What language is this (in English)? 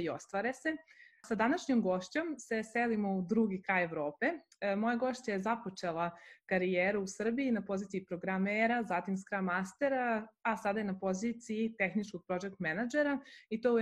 Serbian